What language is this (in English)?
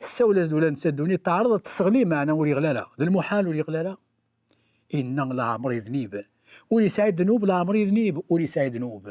Kabyle